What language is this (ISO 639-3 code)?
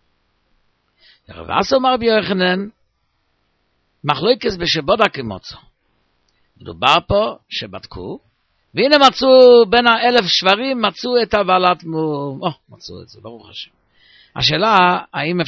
heb